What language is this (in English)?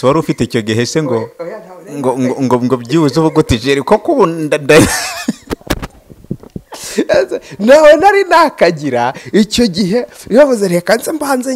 Kinyarwanda